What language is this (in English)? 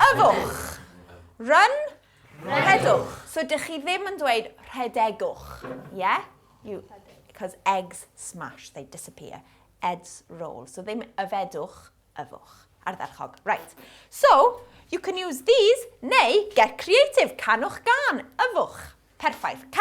Welsh